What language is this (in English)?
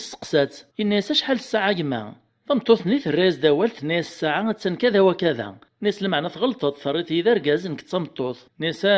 Kabyle